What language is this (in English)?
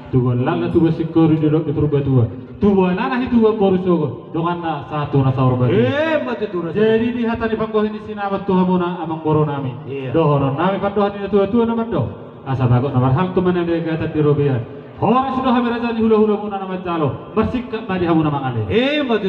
Batak Toba